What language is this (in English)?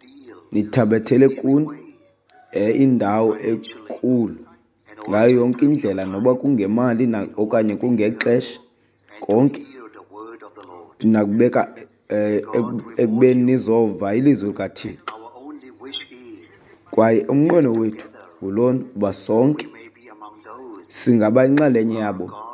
Xhosa